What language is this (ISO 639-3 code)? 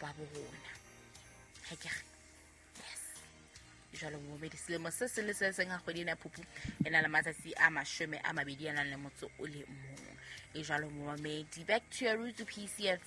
sot